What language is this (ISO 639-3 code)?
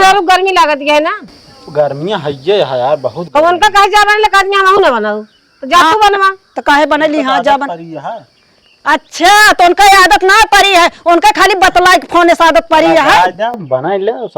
awa